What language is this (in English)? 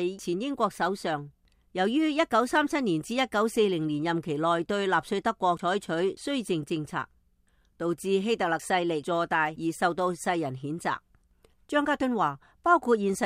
Cantonese